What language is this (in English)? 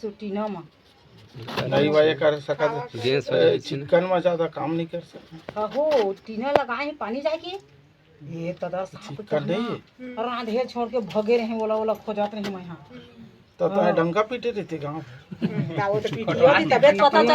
Chhattisgarhi